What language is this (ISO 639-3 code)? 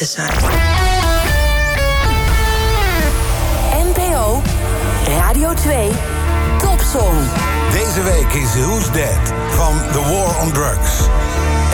nld